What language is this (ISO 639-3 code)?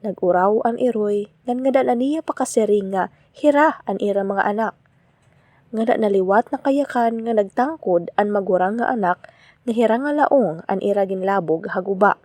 war